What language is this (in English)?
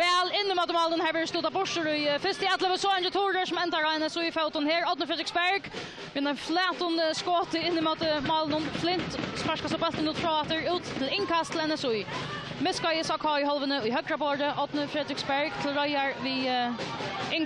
Faroese